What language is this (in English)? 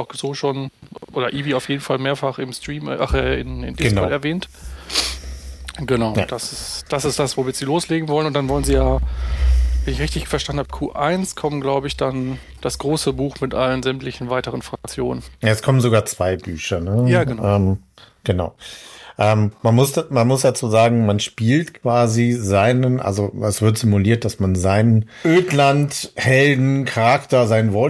German